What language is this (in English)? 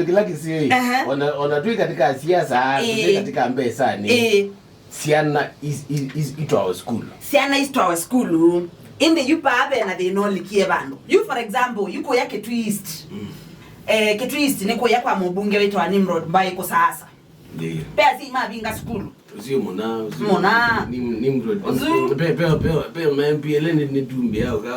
Kamba